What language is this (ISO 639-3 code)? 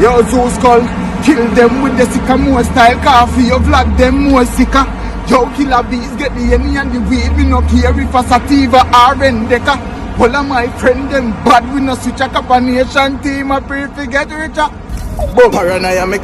jam